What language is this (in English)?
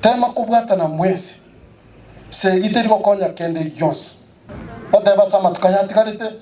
Gusii